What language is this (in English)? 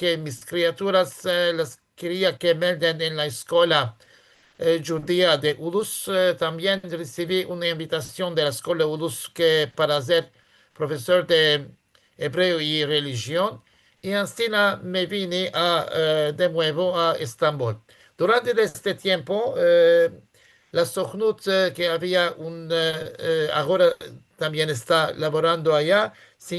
Ladino